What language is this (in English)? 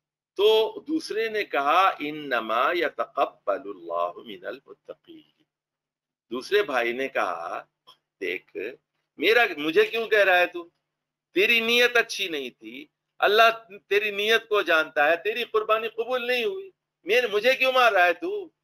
Urdu